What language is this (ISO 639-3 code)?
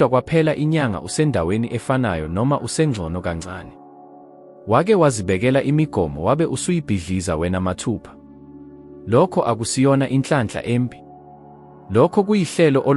zul